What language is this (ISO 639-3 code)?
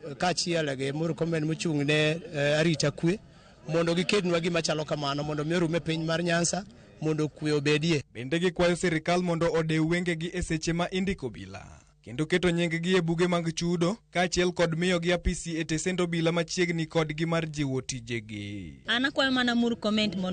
luo